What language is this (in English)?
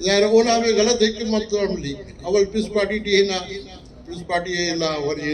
Brahui